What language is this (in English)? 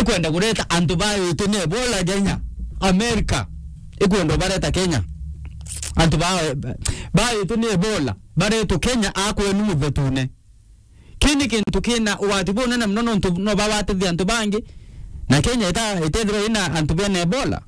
Meru